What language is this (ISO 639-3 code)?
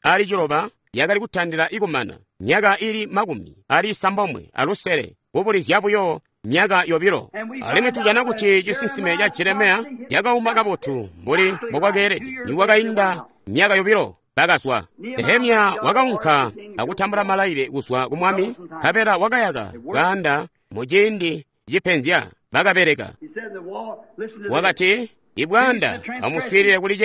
toi